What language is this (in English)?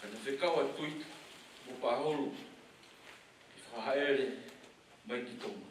Tongan